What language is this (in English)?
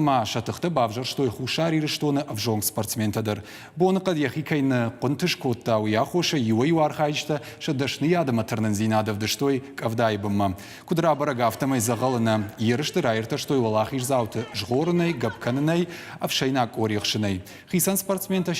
Ossetic